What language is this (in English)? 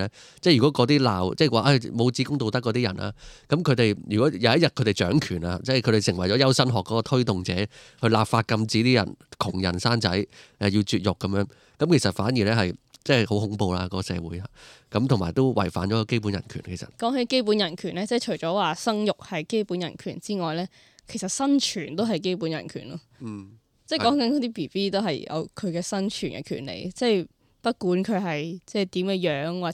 Cantonese